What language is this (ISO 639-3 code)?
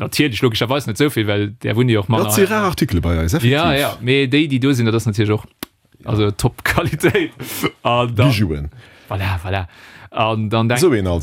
ltz